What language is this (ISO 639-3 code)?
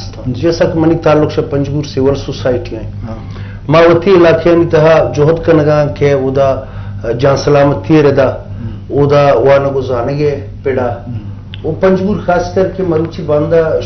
bgp